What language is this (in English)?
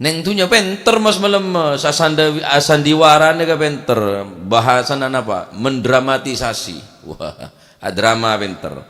Madurese